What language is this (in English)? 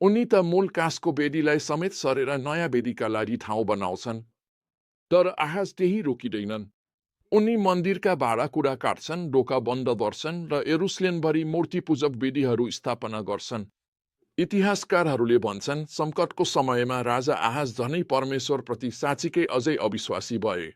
Nepali